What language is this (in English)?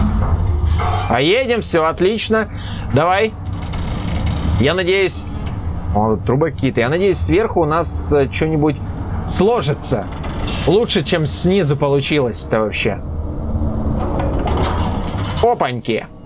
Russian